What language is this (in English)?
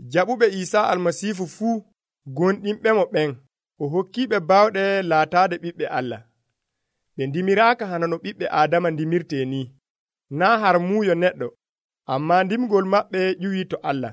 Nigerian Fulfulde